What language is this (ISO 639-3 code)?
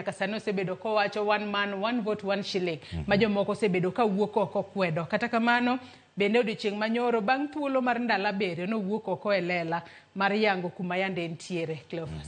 luo